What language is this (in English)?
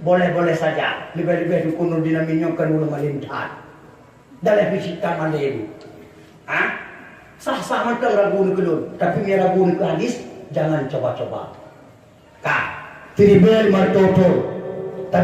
Achinese